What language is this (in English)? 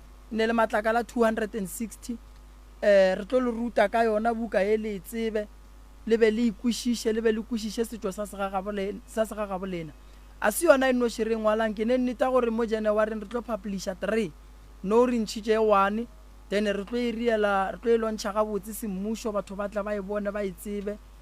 Northern Sotho